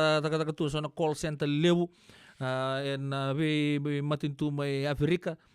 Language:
Fijian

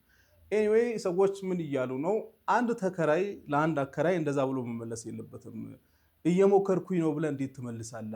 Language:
Amharic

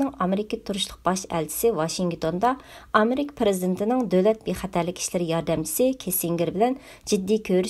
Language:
Uyghur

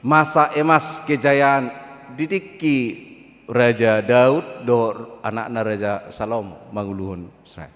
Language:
Batak Toba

